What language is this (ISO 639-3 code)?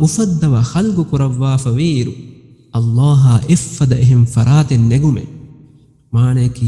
div